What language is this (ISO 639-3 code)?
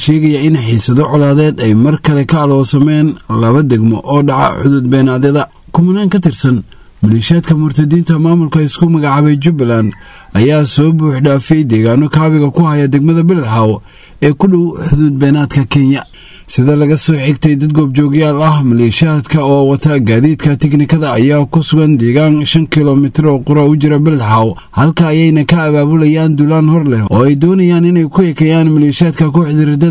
som